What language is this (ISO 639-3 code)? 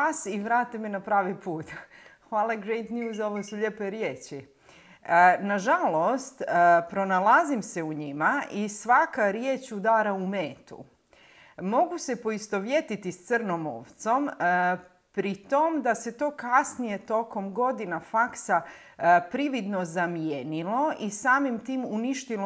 hrv